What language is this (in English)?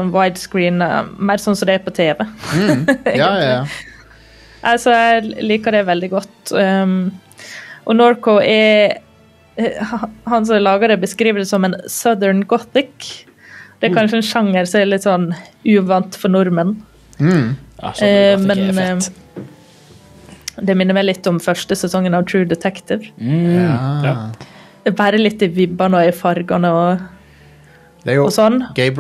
Norwegian